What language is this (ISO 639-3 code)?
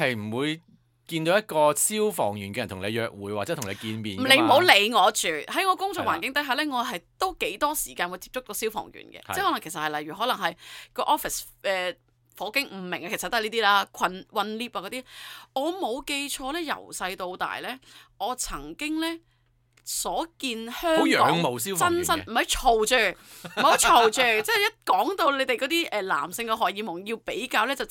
yue